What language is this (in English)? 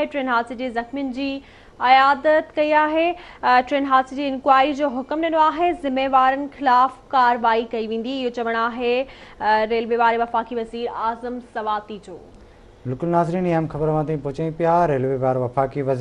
Sindhi